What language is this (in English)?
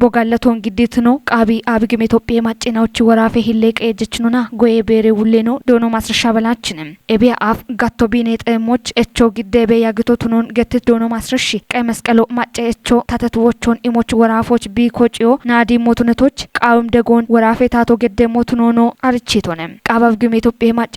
Kafa